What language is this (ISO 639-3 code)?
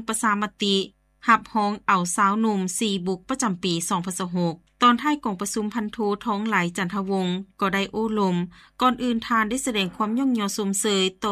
lao